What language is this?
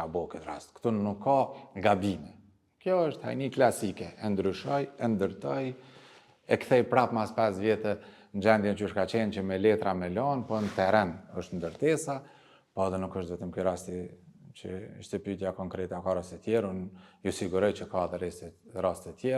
Albanian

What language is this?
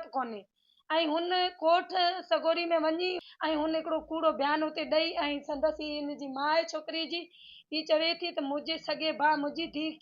Sindhi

